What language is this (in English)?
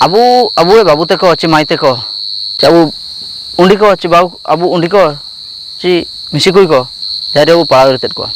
Ho